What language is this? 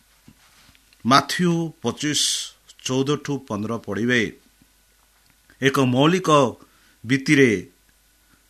Odia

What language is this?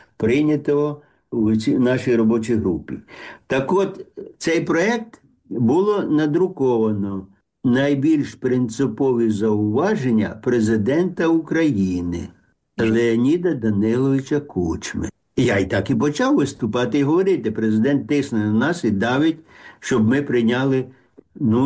Ukrainian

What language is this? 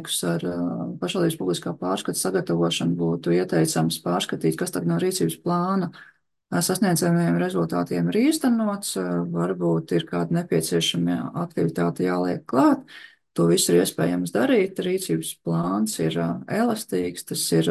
Latvian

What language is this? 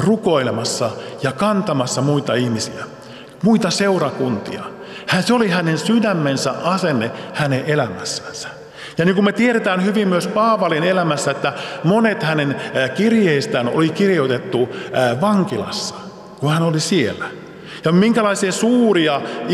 Finnish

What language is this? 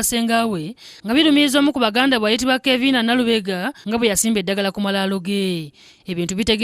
Ganda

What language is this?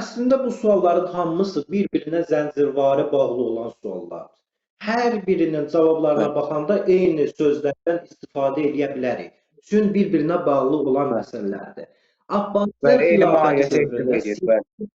Azerbaijani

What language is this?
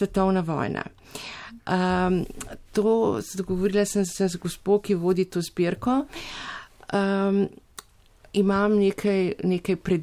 Slovenian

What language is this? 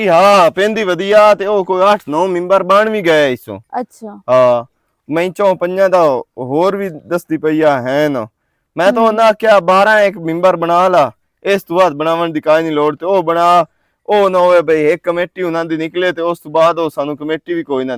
Western Panjabi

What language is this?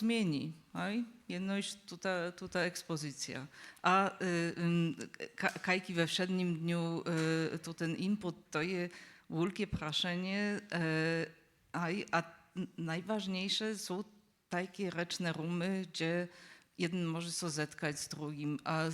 Upper Sorbian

